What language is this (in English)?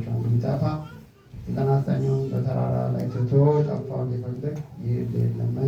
Amharic